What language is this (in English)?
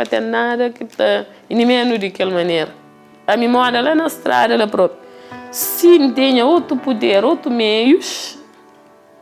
Kabuverdianu